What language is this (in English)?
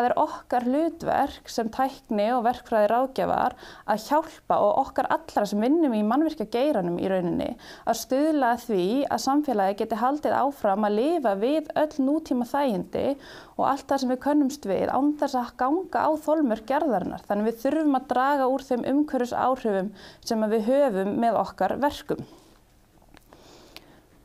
Icelandic